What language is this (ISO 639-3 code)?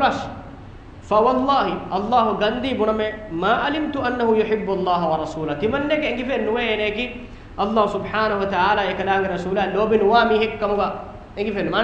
div